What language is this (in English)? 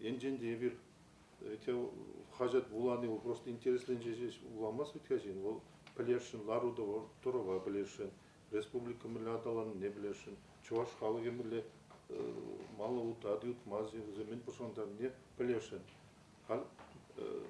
Chuvash